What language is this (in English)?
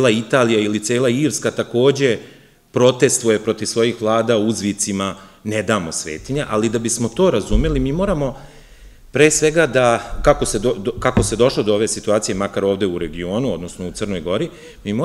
Serbian